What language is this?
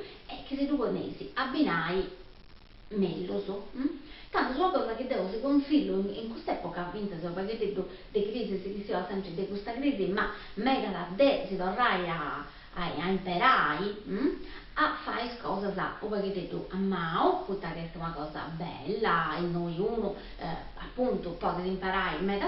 Sardinian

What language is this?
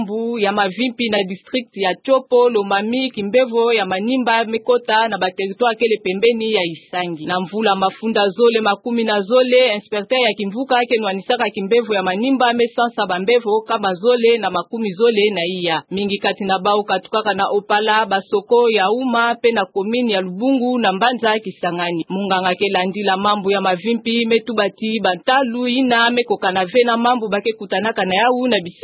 Kituba (Democratic Republic of Congo)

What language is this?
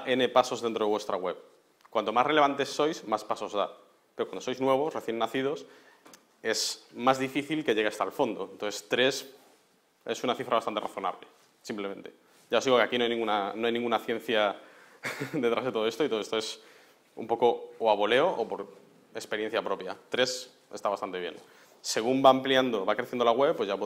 Spanish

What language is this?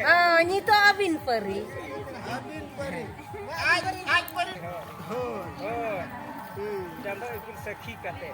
Santali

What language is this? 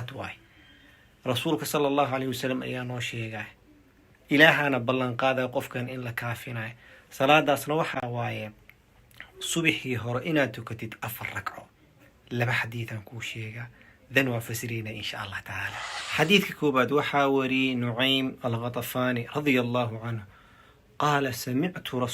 Somali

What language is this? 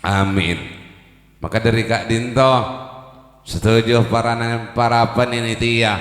Madurese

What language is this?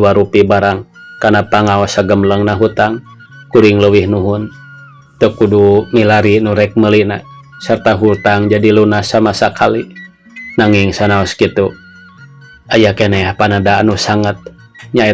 Sundanese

